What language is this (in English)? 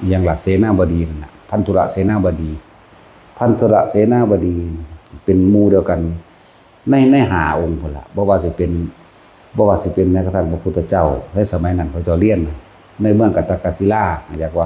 Northeastern Thai